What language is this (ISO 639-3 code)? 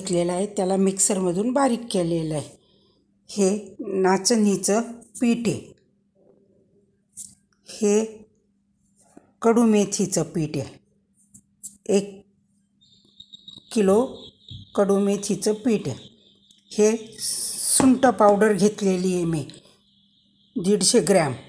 mar